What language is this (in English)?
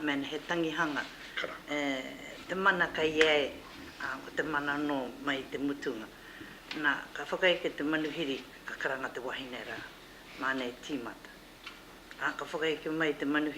Māori